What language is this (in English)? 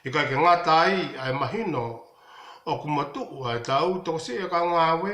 Tongan